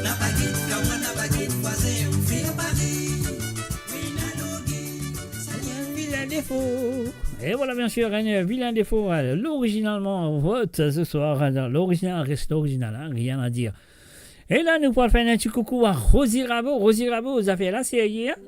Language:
Morisyen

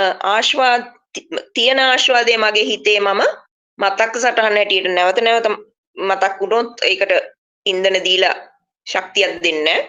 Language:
Sinhala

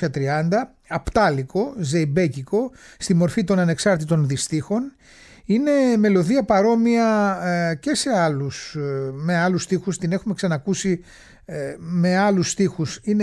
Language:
Greek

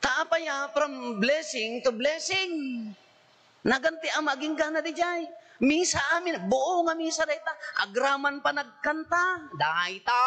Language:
Iloko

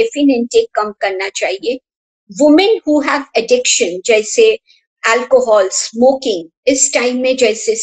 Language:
Hindi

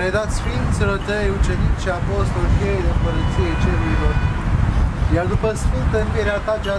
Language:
Romanian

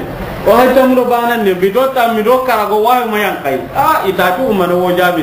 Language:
Soninke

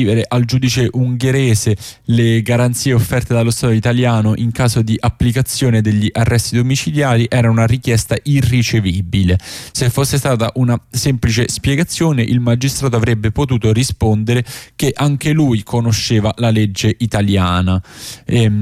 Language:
Italian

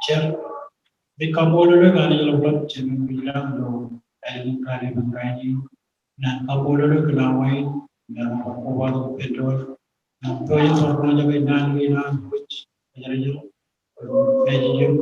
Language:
Marshallese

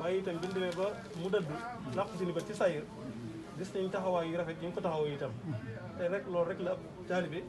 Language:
Wolof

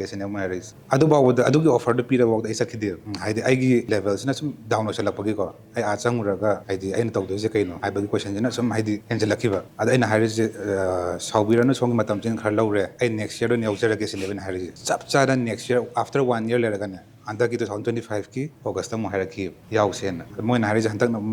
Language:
Manipuri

